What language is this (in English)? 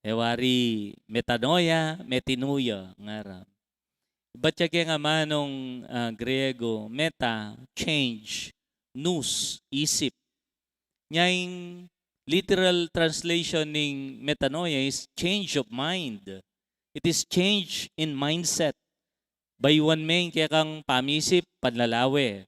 Pampanga